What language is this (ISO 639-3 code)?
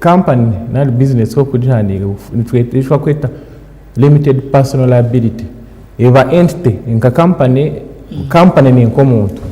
nyn